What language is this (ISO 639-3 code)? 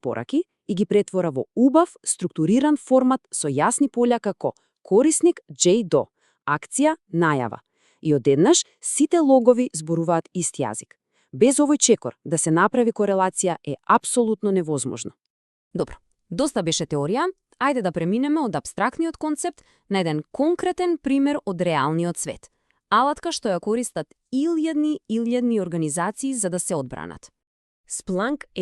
mkd